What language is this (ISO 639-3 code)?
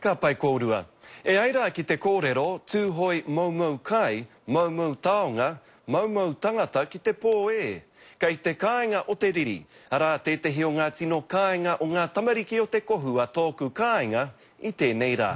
mri